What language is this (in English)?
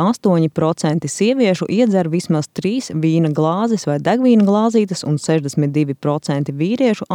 Latvian